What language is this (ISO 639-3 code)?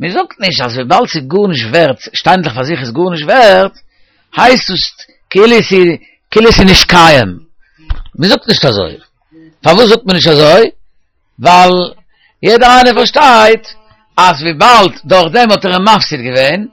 yid